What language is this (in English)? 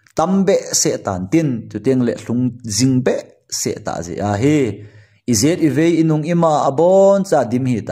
Thado Chin